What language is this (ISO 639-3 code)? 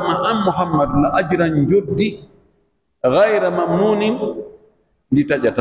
fuf